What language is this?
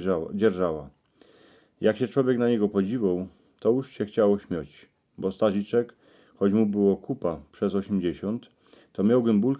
Silesian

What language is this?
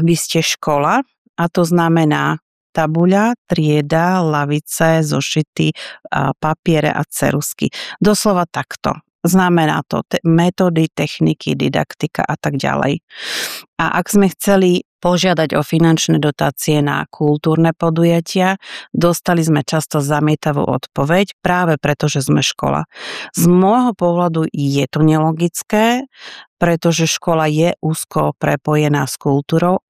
Slovak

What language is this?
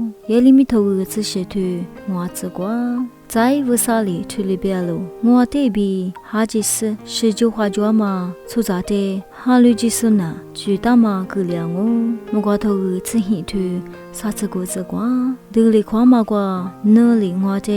Lisu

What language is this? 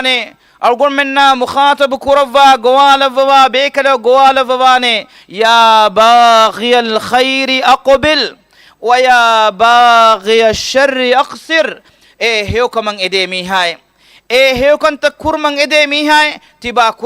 Divehi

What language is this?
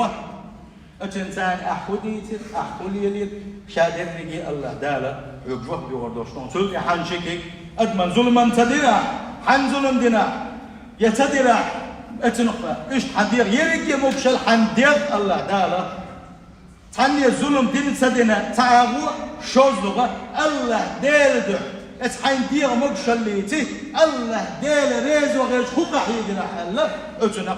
Chechen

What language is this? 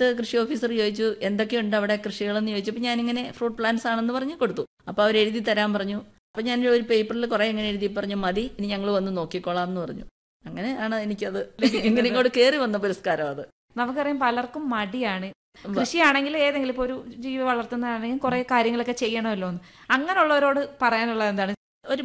Malayalam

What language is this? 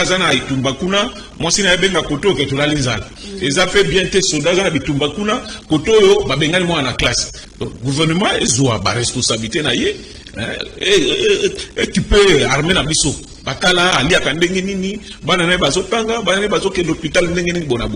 Lingala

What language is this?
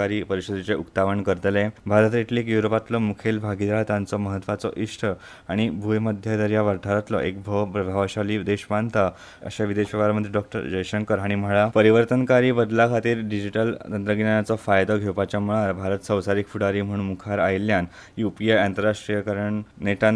Konkani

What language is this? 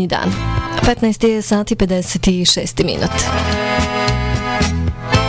Bosnian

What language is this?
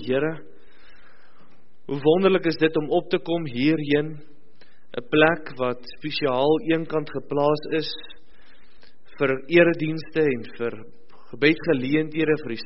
Afrikaans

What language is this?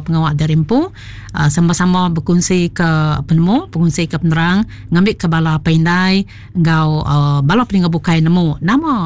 Iban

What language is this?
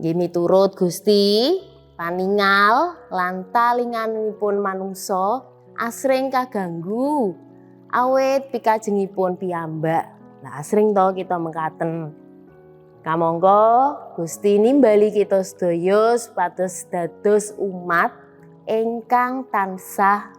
Javanese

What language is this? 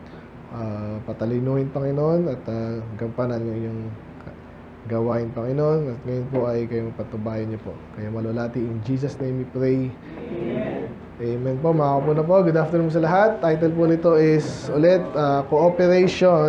Filipino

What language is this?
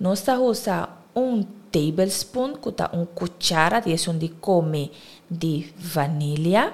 Papiamento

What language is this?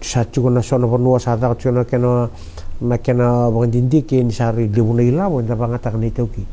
Fijian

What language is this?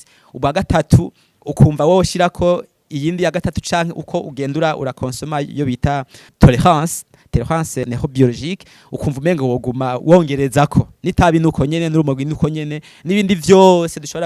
Rundi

